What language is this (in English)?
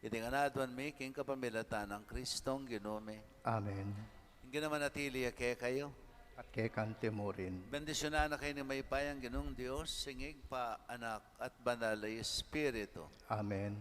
Pampanga